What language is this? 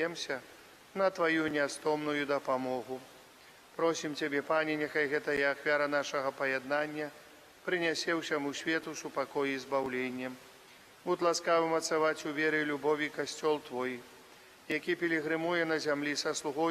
Belarusian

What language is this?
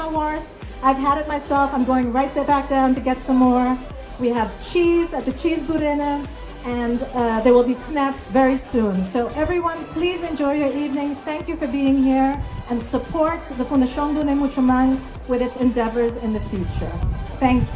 Papiamento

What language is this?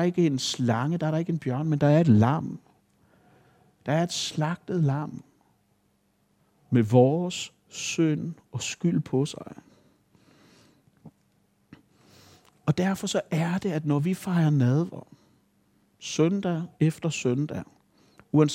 Danish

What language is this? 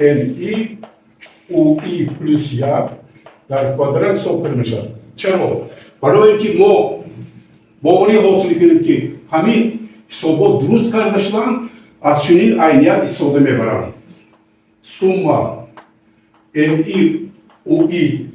Tajik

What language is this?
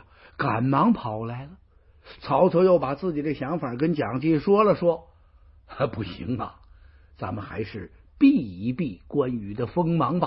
Chinese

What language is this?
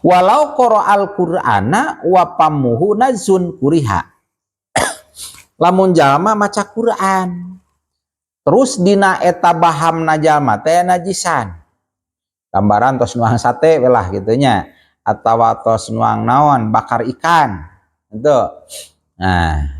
Sundanese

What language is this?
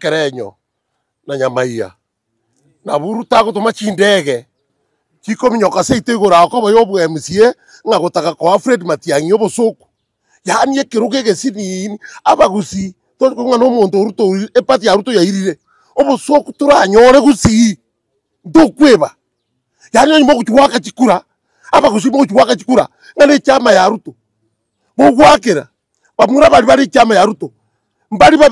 Gusii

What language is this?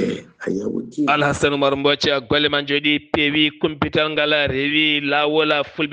Fula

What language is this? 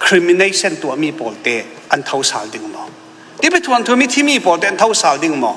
Falam Chin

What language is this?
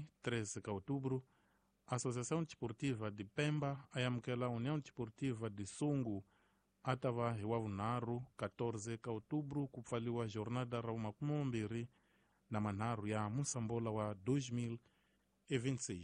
Tsonga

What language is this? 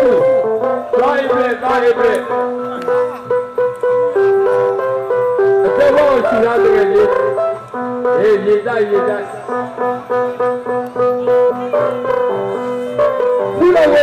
Burmese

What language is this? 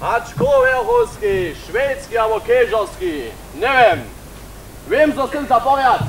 Upper Sorbian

